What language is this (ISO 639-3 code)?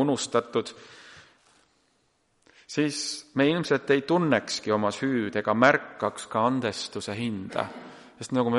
est